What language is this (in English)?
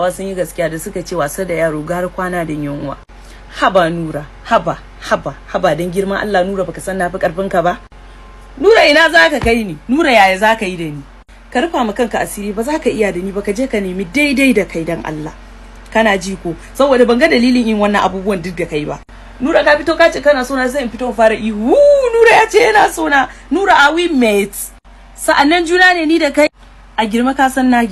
Hausa